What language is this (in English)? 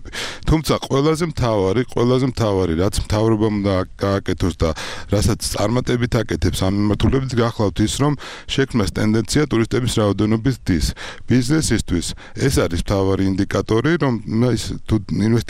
Georgian